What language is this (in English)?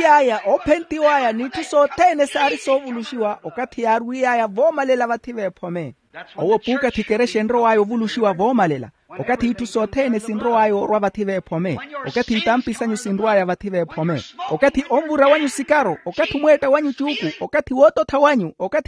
Makhuwa